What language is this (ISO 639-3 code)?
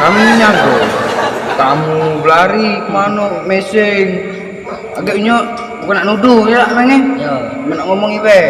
mui